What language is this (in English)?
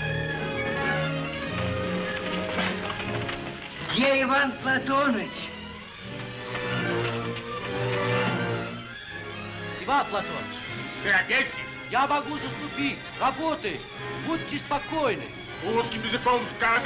Russian